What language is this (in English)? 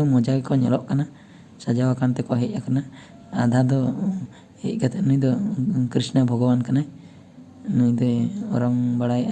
Santali